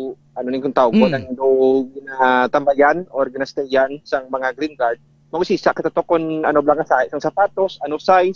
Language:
Hiligaynon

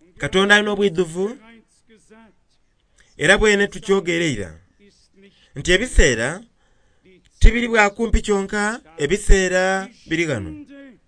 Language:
Soga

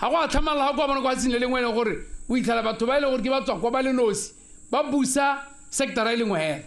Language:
Tswana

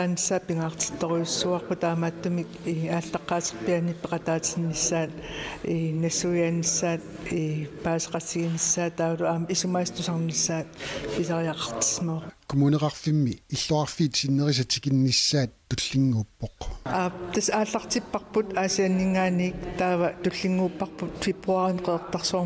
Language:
Kalaallisut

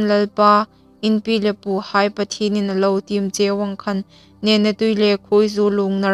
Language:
Hmar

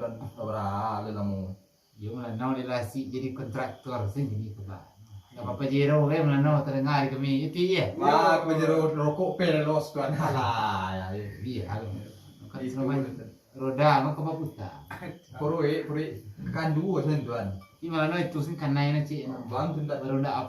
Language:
Minangkabau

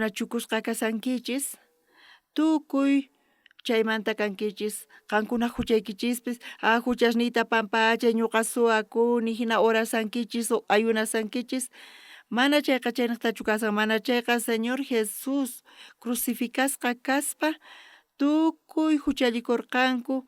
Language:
South Bolivian Quechua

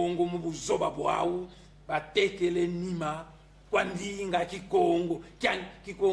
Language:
Kongo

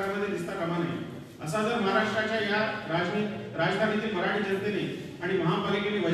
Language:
Marathi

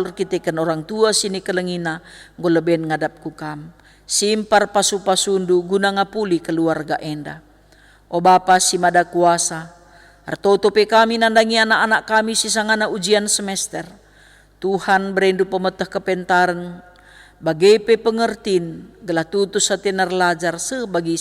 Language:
Batak Karo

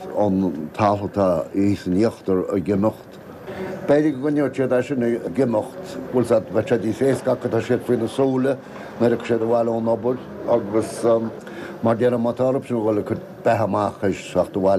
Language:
Irish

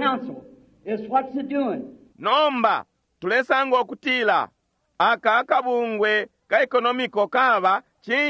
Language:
Bemba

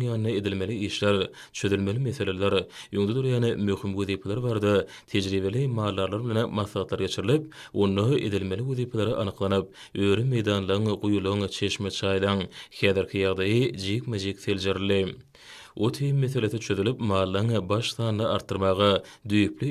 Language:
Turkmen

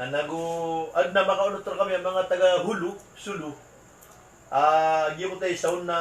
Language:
Maranao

